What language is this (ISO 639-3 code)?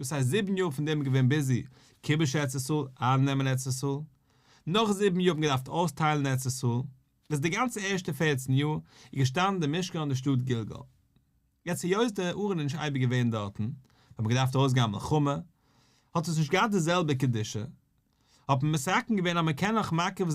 yid